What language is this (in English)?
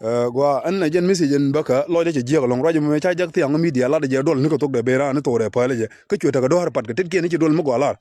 Nuer